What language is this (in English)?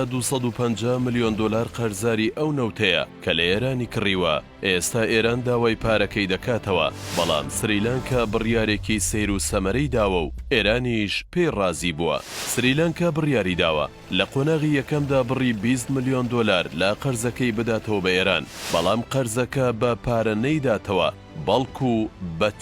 Central Kurdish